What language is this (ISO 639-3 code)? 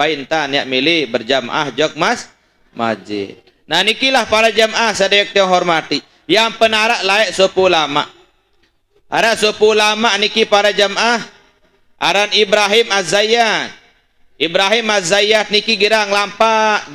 sas